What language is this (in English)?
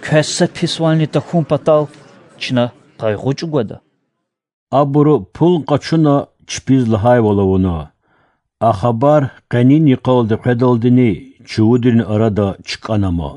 Lezghian